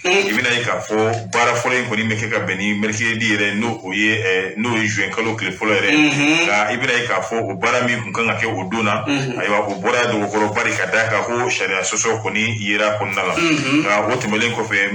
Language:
Bambara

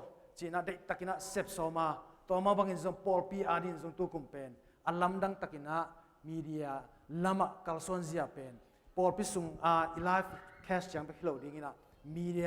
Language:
Tedim Chin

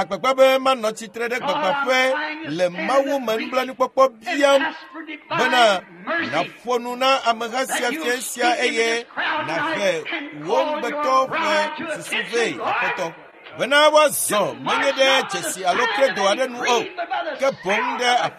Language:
Ewe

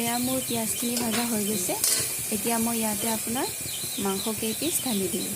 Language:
Assamese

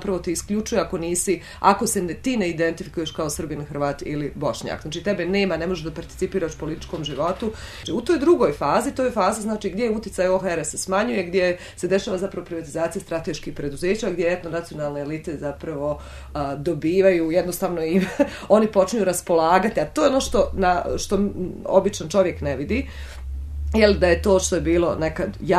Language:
Bosnian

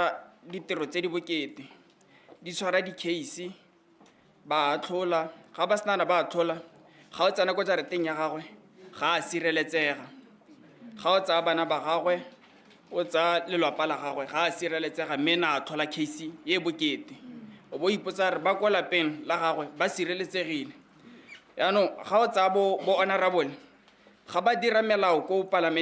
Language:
Tswana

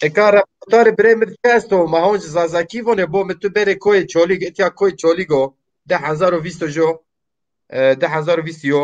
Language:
Zaza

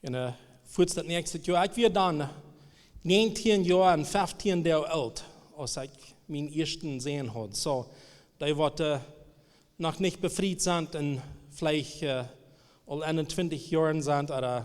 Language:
Plautdietsch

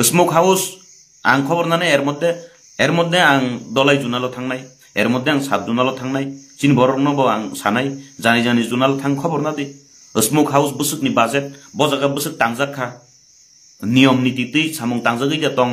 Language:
Kok Borok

